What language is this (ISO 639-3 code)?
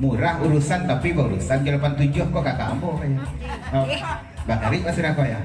min